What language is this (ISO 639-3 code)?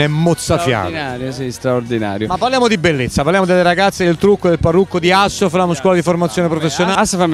ita